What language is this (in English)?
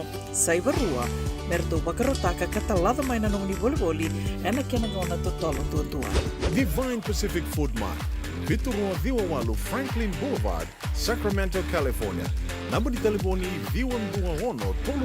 Fijian